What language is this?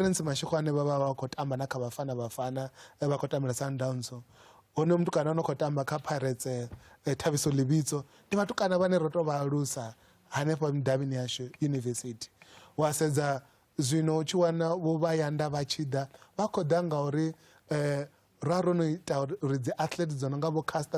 Venda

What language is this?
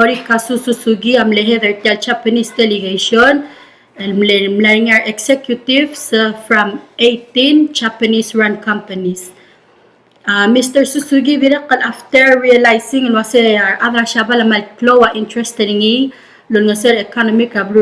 Palauan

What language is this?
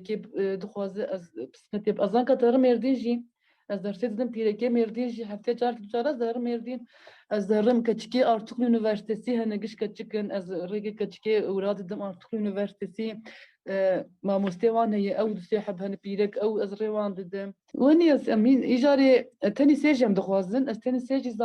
Kurdish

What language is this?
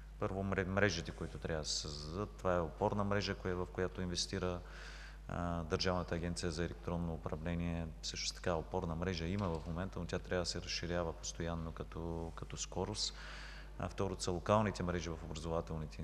Bulgarian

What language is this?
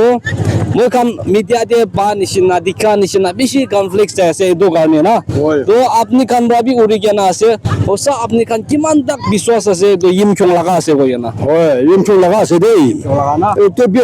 Naga Pidgin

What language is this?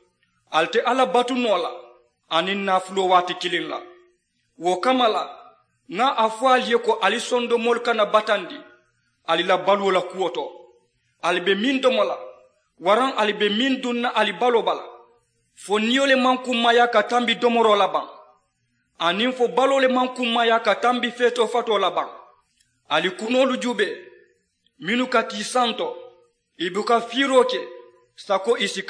Mandingo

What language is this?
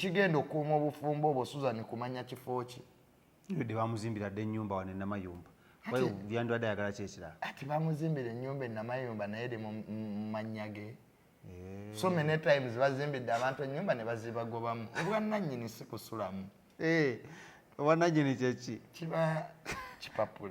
Ganda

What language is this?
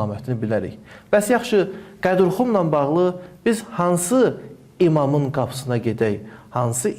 Azerbaijani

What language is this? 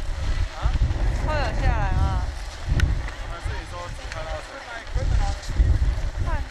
Chinese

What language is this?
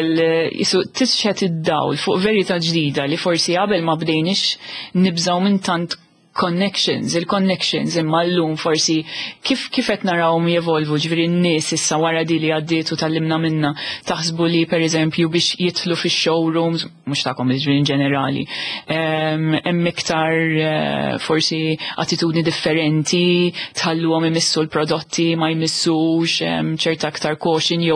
Maltese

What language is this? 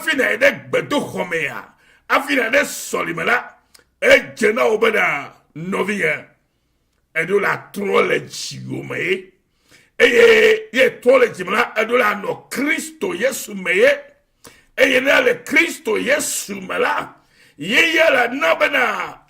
Ewe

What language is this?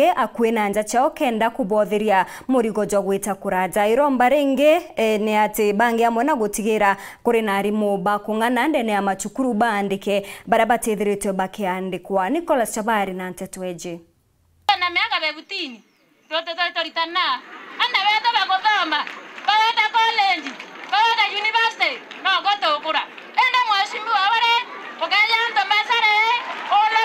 Meru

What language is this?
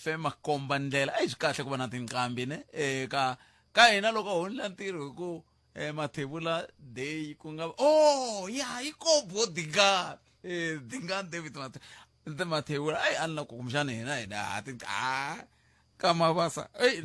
Tsonga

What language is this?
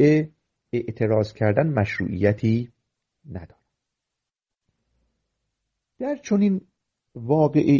Persian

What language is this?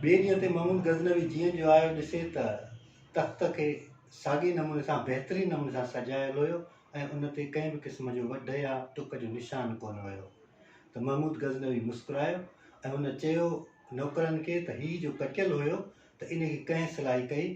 Sindhi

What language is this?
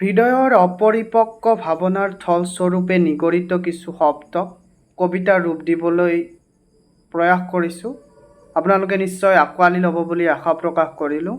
Assamese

